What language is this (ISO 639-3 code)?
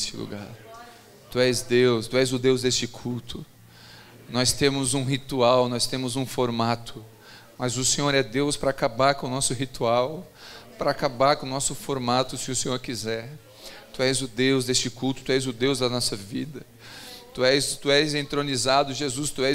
por